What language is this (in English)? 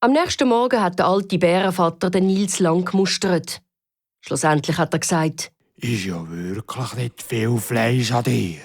Swiss German